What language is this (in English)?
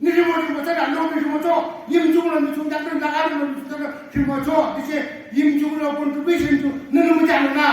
Naga Pidgin